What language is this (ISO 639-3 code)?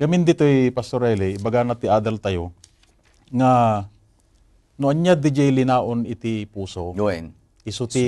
ilo